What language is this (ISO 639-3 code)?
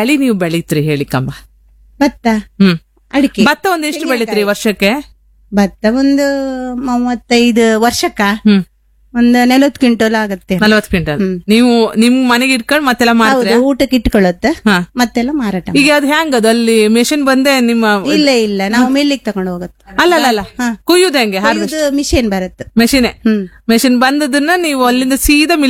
kan